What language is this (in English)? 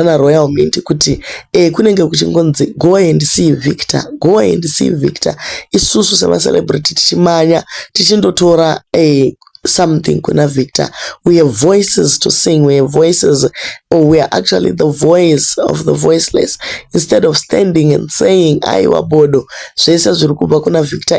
Shona